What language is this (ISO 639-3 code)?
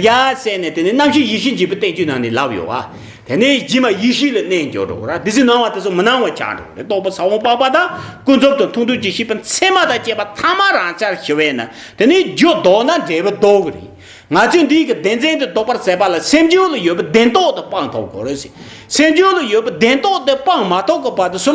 bod